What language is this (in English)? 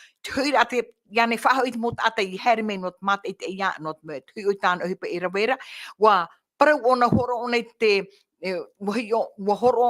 Tahitian